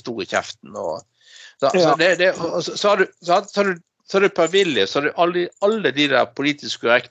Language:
Norwegian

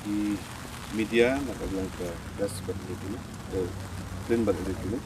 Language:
Khasi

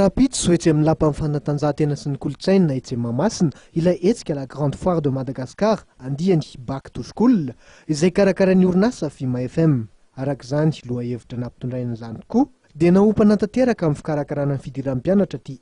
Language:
Malagasy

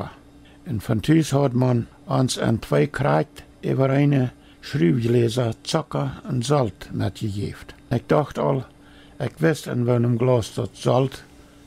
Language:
Plautdietsch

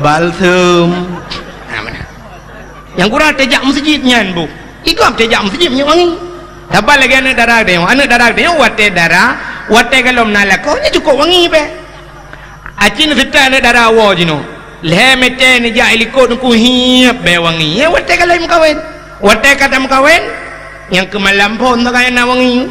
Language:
Achinese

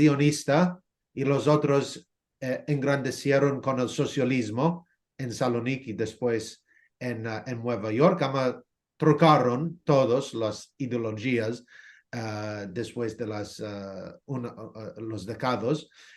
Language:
Ladino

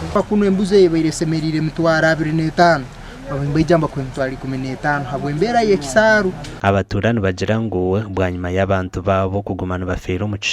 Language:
Nyankole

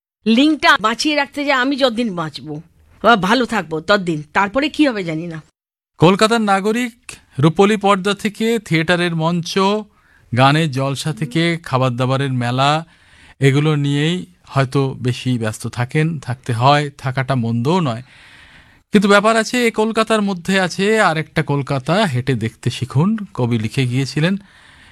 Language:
Bangla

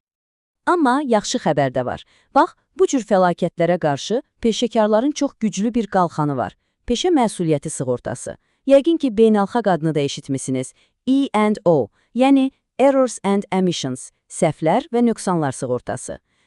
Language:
Azerbaijani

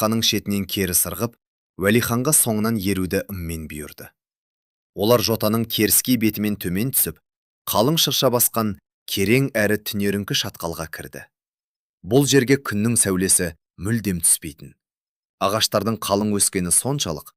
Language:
Kazakh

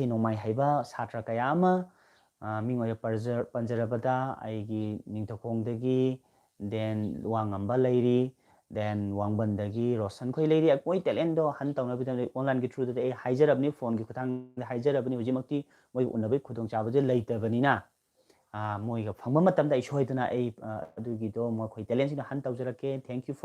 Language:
Manipuri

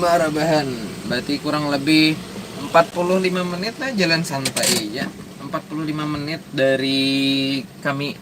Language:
Banjar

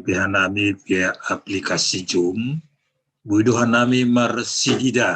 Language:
Batak Simalungun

